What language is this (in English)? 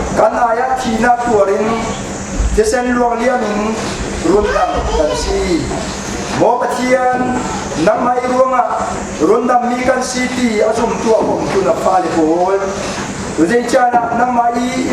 Falam Chin